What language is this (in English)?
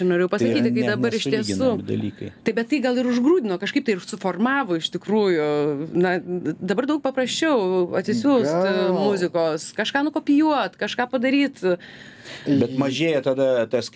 Lithuanian